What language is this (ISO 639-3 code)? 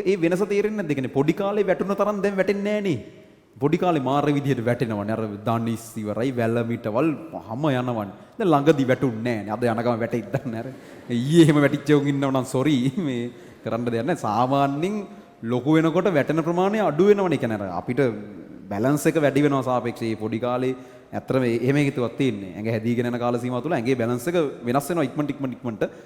sin